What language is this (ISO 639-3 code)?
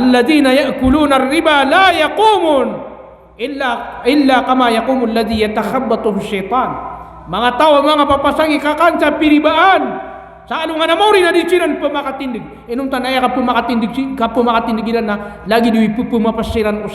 mrw